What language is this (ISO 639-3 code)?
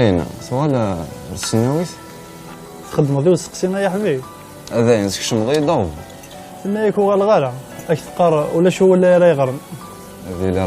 kab